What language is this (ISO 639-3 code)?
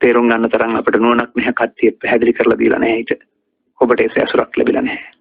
sin